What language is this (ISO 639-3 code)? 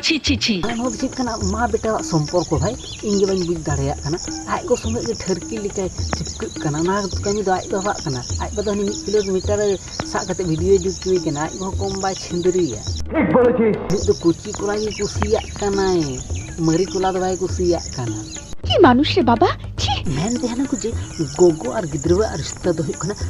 sat